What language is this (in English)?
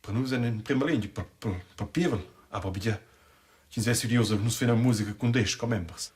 Romansh